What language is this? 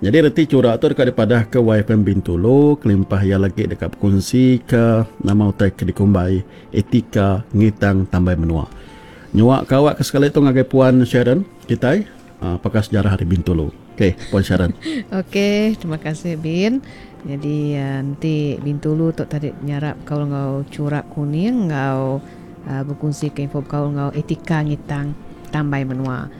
Iban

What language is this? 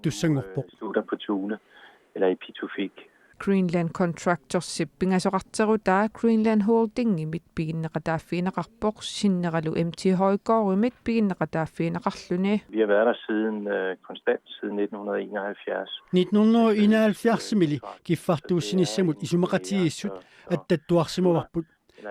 Kalaallisut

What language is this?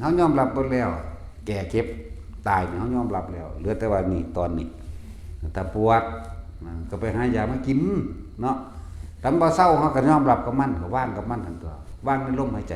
Northeastern Thai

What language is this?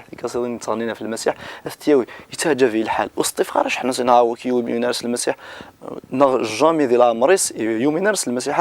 Kabyle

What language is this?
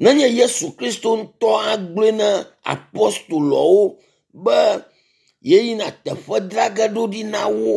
Ewe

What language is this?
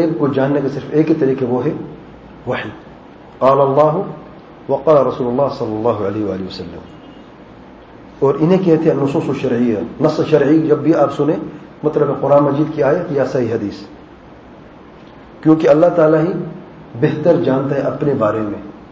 Urdu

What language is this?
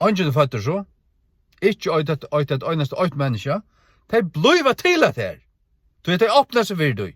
Faroese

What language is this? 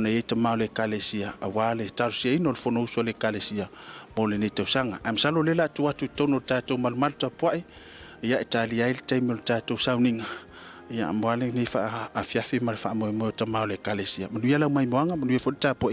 Samoan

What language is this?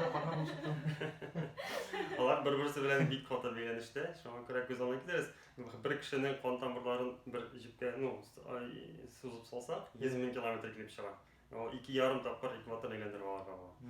Tatar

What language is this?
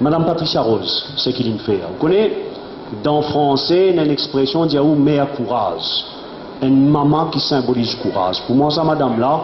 Morisyen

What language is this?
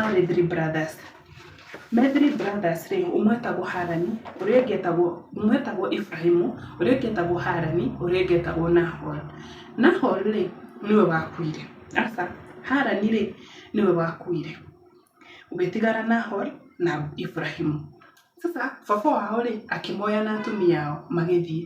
Kikuyu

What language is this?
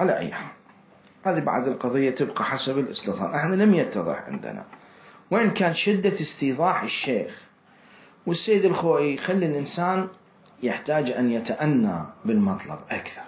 Mesopotamian Arabic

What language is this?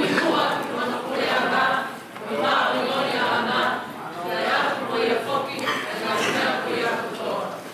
Tongan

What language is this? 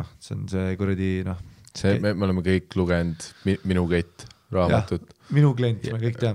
Estonian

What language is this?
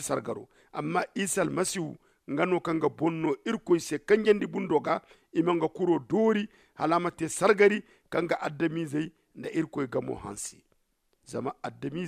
Zarma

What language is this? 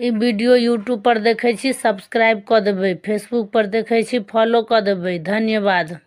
Maithili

